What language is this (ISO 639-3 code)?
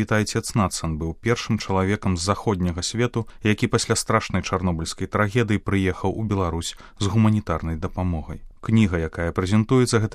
bel